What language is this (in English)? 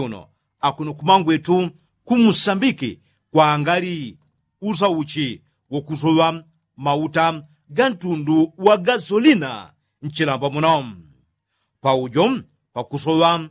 Yao